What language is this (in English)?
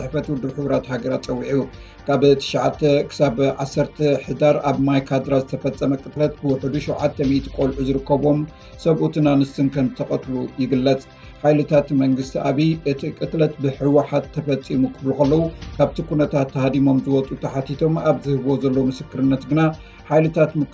Tigrinya